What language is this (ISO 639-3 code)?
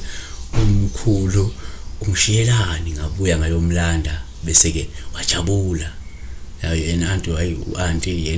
zul